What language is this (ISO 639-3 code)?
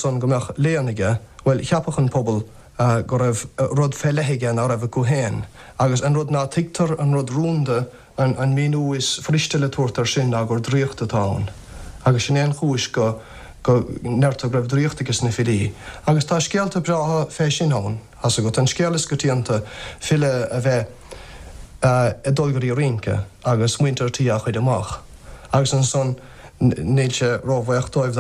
gle